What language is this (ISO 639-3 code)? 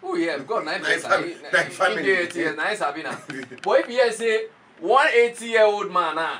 pcm